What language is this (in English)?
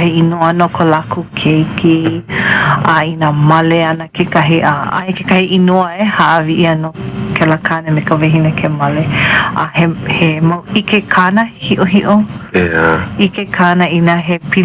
Hawaiian